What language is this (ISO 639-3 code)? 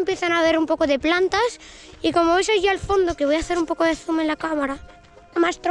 spa